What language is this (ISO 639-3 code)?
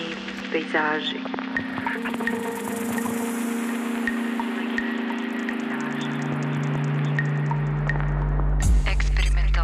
hrv